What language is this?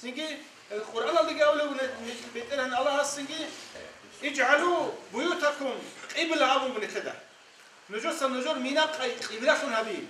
Avaric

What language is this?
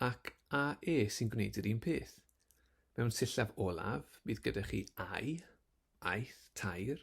Welsh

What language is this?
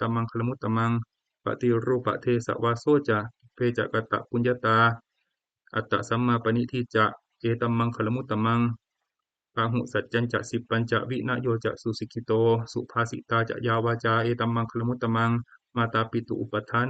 Pali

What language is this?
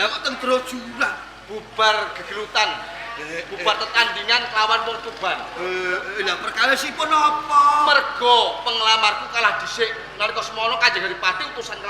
Javanese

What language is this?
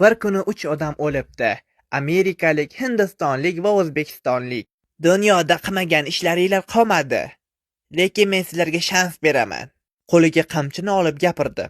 Uzbek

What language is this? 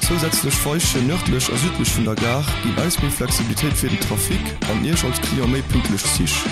Luxembourgish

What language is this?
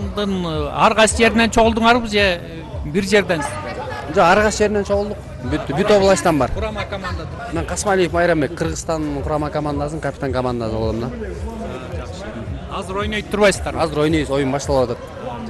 Kyrgyz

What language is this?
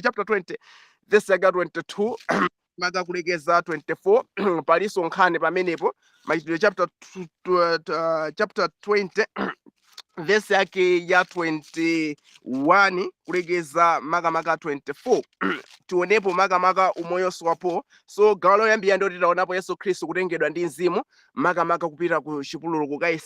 Nyanja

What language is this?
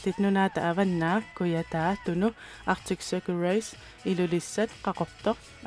Kalaallisut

